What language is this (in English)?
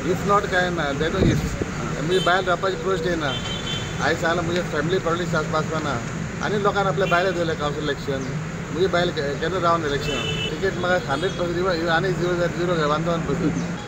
Konkani